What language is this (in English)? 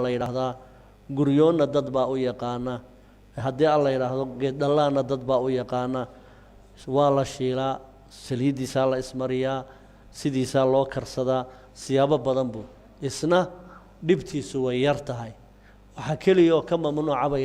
Somali